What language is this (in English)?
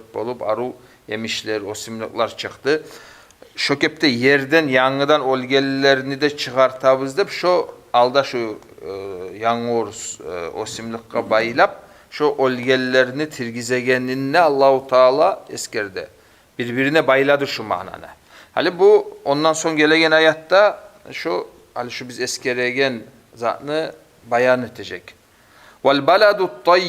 Kumyk